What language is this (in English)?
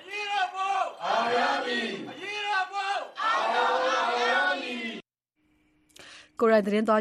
Burmese